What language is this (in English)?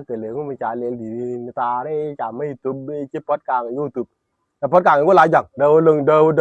Nuer